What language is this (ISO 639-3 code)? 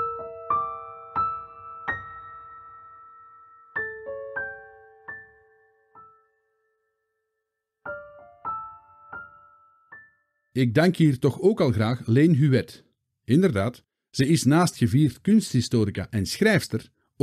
nld